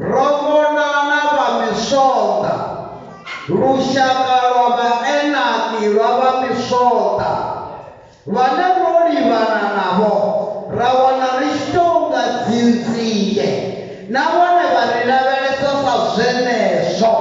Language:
Venda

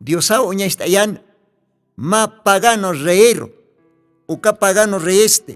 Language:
Aymara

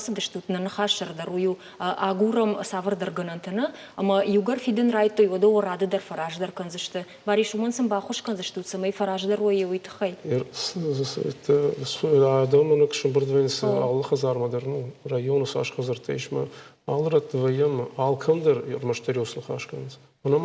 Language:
Ossetic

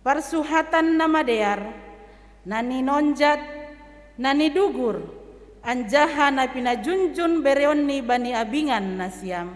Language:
Batak Simalungun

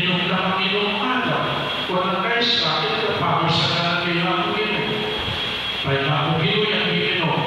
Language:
Pampanga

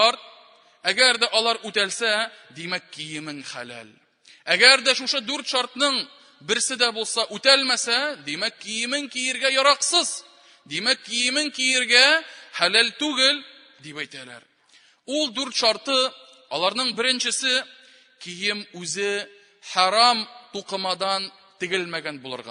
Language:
Tatar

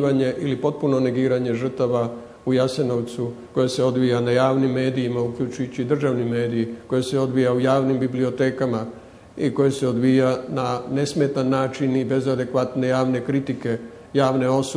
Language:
Croatian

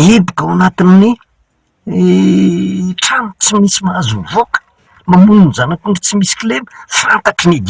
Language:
Malagasy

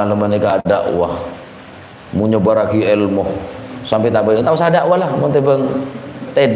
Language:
Madurese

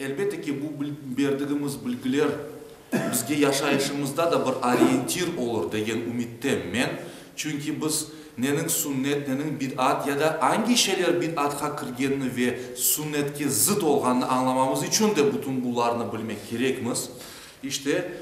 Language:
Crimean Tatar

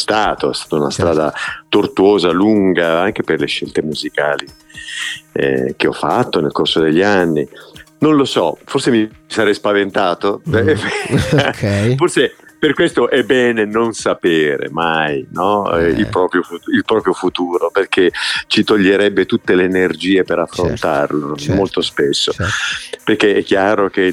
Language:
Italian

